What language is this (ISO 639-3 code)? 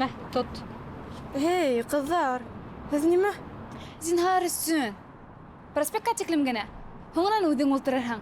bak